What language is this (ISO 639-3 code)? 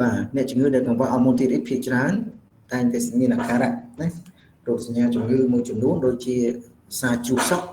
khm